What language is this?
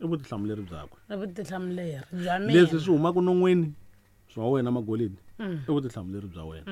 Tsonga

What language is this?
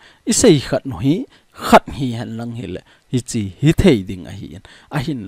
Thado Chin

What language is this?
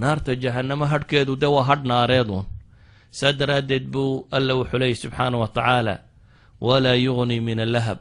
Somali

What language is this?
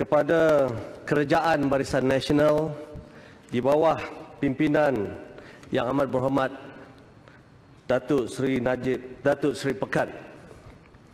Malay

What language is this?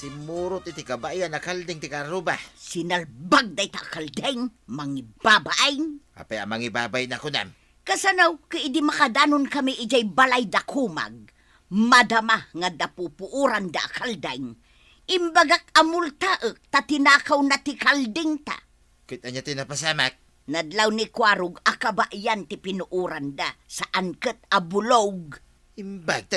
Iloko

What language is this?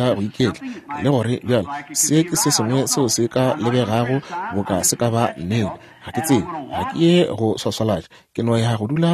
Northern Sotho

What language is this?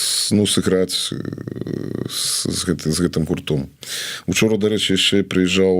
Belarusian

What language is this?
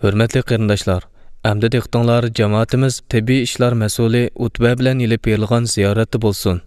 Uyghur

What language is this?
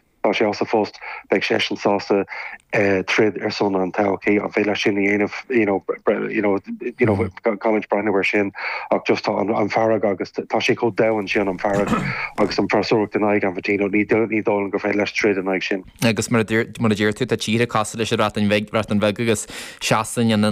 Irish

